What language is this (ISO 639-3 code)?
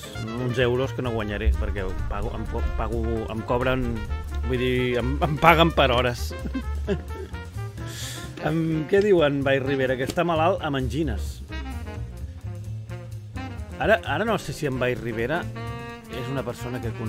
cat